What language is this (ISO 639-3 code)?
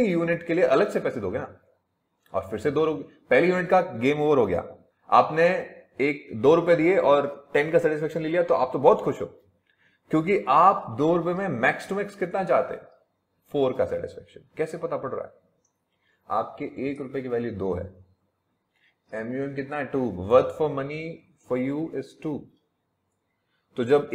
hin